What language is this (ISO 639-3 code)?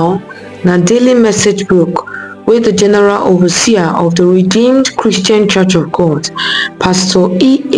pcm